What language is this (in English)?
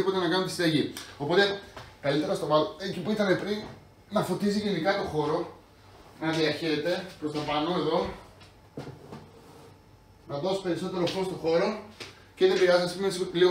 Greek